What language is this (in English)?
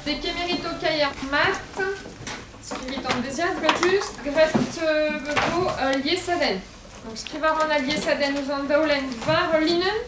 Breton